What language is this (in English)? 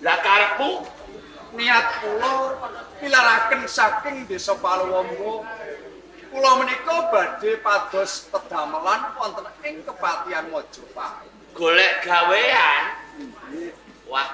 Javanese